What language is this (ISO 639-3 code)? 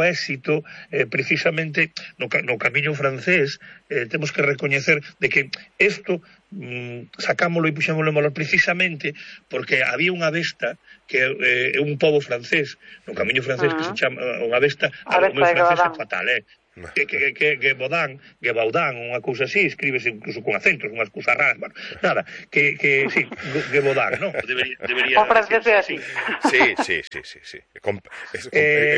glg